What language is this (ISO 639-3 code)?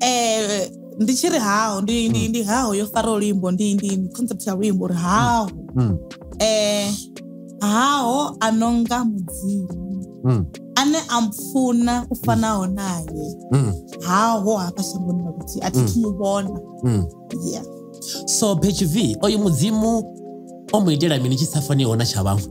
ven